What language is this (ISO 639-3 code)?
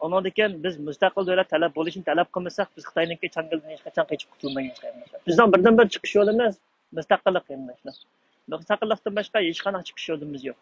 uig